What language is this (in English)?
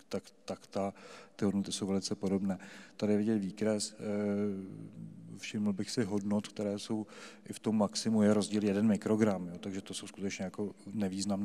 Czech